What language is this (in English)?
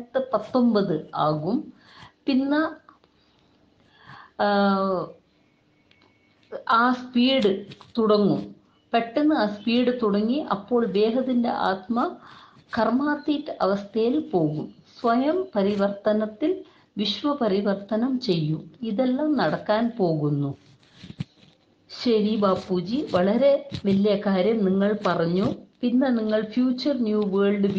Malayalam